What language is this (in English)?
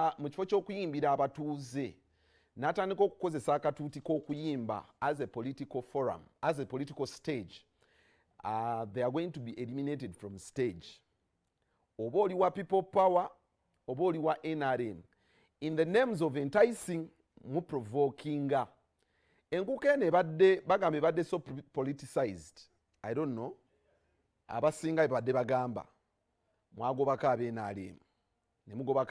Ganda